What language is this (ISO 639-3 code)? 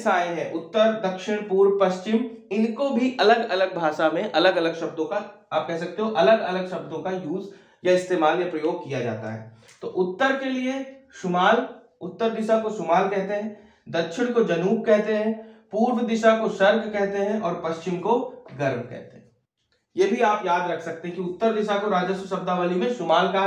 hin